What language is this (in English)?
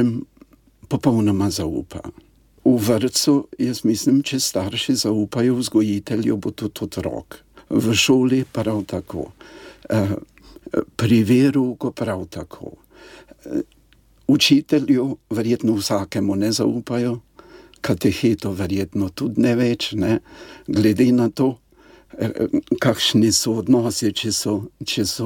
Slovenian